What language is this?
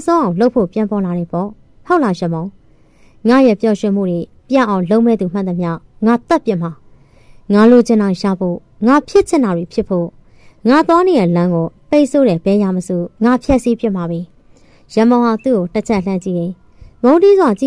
Burmese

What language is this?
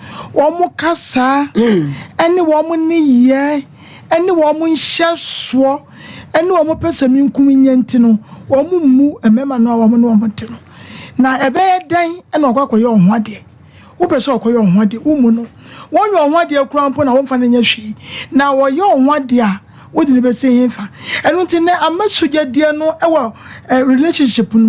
Akan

